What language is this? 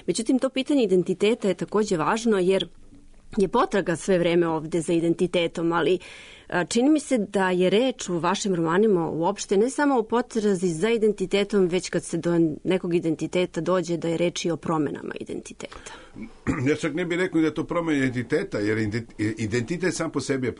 Serbian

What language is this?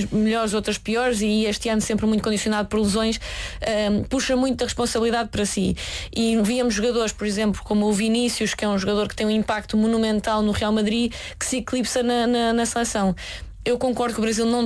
Portuguese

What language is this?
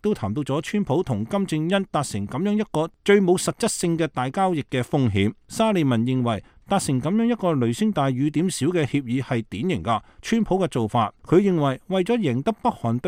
Cantonese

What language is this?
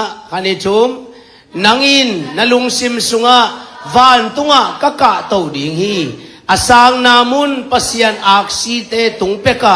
Tedim Chin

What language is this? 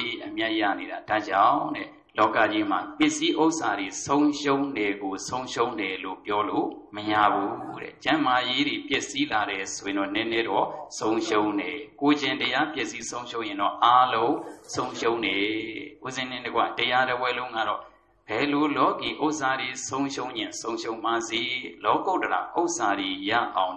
Burmese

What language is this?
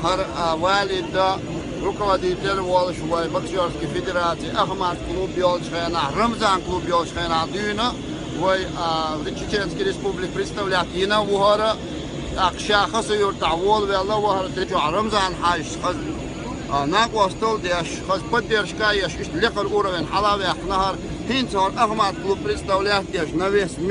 Chechen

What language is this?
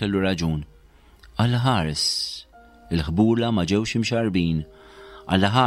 Maltese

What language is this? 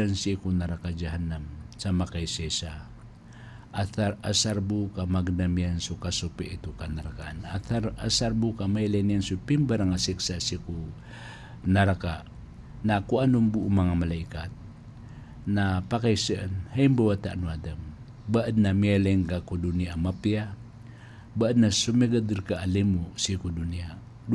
Maranao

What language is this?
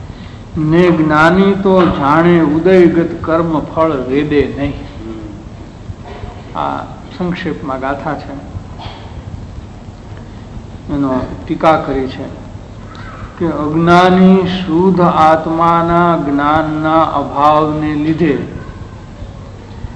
Gujarati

